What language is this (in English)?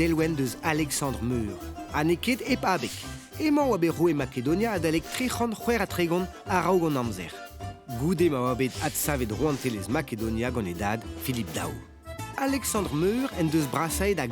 Breton